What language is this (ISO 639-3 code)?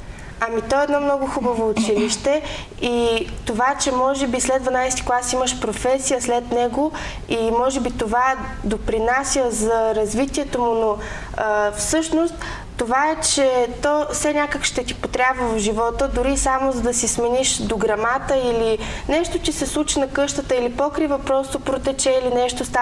bul